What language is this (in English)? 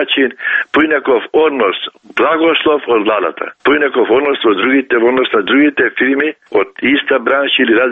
Macedonian